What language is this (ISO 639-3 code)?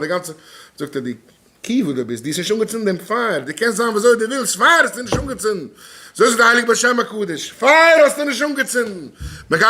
yid